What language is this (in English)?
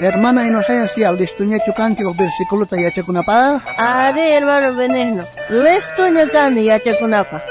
South Bolivian Quechua